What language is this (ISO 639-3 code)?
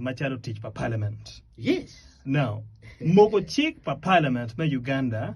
ach